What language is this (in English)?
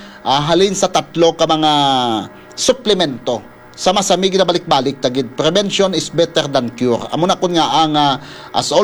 Hiligaynon